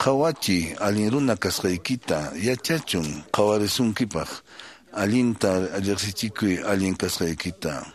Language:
Quechua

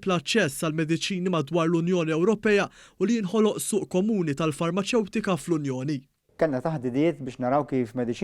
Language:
Maltese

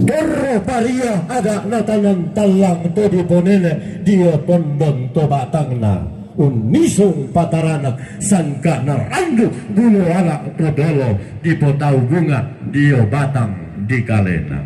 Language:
Toraja-Sa'dan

